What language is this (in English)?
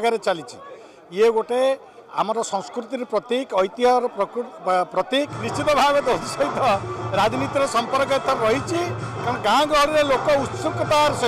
Odia